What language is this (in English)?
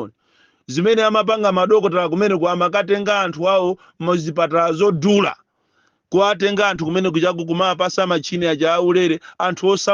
Nyanja